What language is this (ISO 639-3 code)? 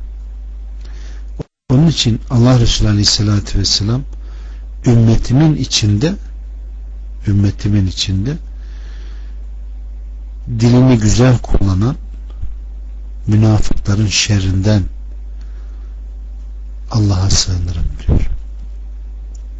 tur